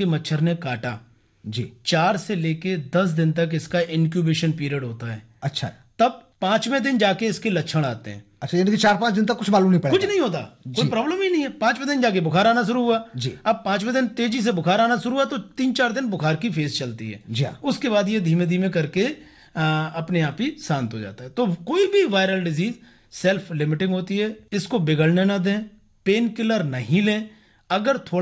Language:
Hindi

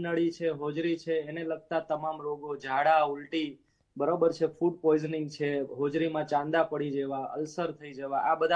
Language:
Gujarati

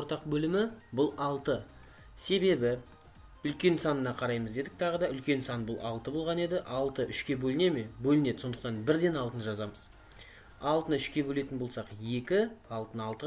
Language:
Kazakh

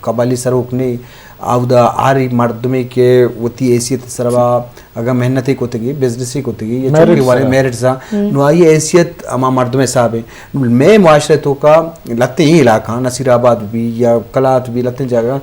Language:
Eastern Balochi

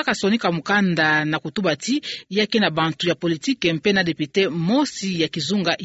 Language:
Kituba (Democratic Republic of Congo)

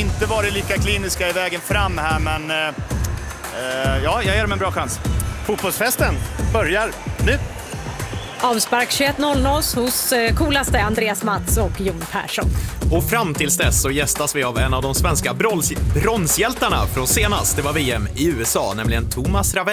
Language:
Swedish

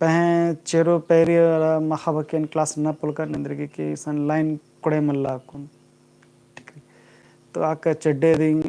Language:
Kurukh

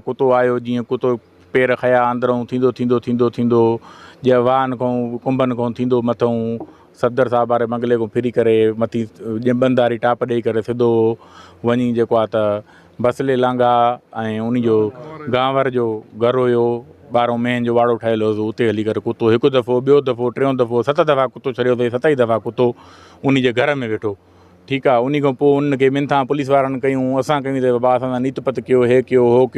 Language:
Sindhi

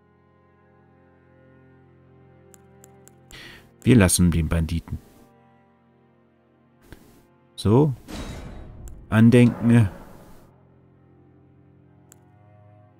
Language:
German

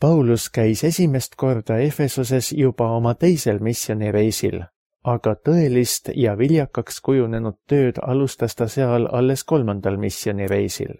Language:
Estonian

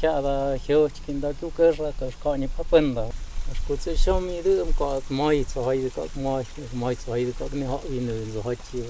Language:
Totontepec Mixe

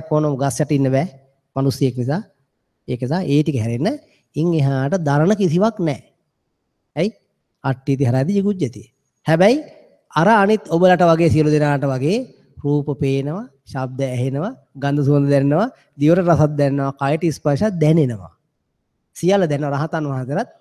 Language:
Sinhala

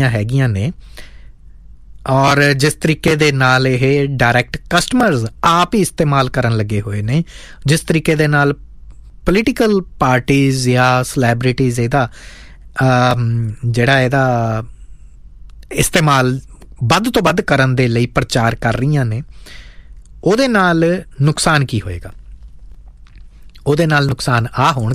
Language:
Punjabi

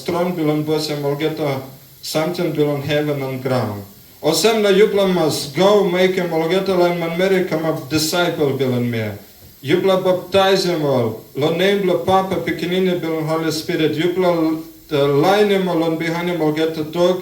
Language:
Tok Pisin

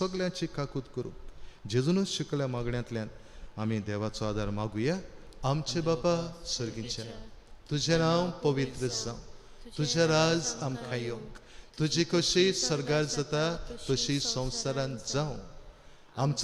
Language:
Konkani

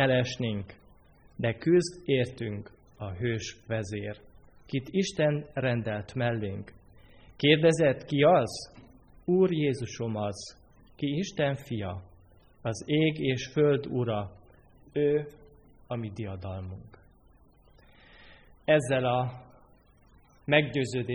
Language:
Hungarian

